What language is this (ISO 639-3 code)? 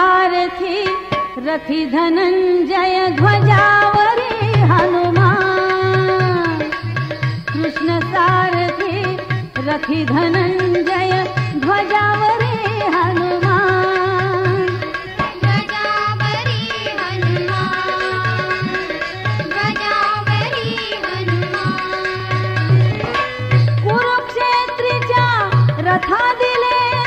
mar